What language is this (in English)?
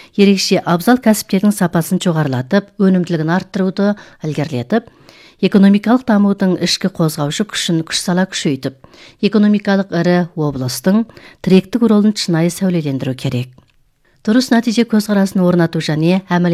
Kazakh